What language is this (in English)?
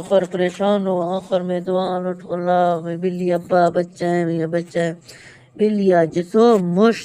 Eastern Balochi